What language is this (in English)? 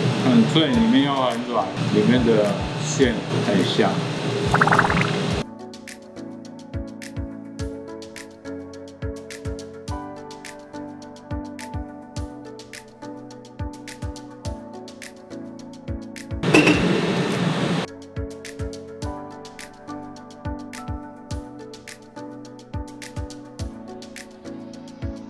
Chinese